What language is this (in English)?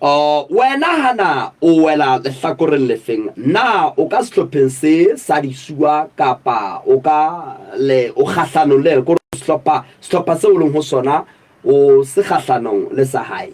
Southern Sotho